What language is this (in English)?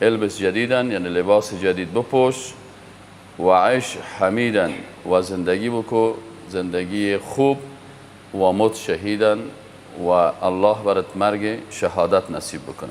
Persian